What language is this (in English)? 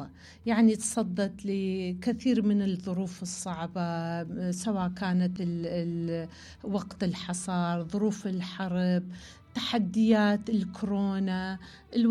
Mesopotamian Arabic